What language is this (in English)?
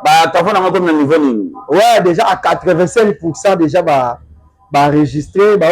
Lingala